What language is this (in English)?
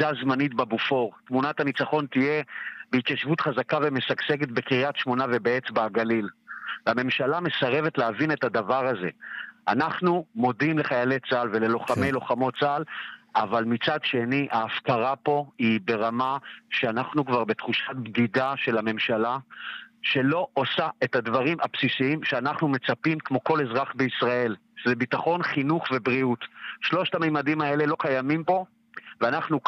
Hebrew